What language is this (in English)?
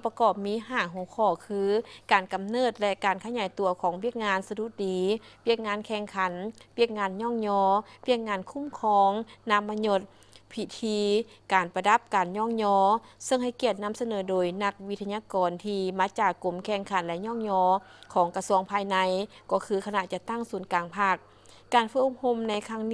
Lao